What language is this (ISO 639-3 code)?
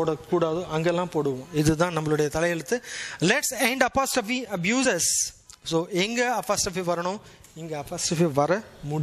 tam